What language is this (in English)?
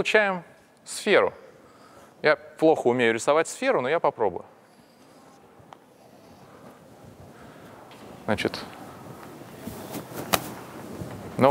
Russian